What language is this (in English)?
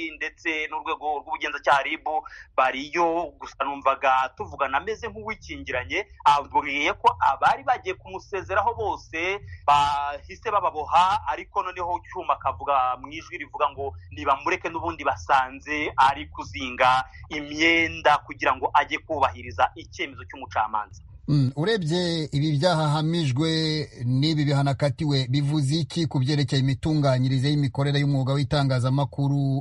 Kinyarwanda